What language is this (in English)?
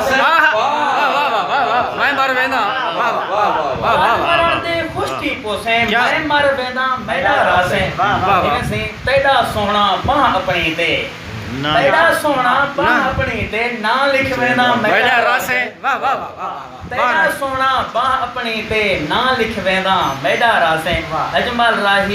Saraiki